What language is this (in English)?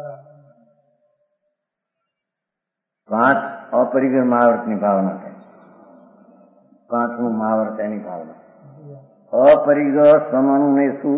Gujarati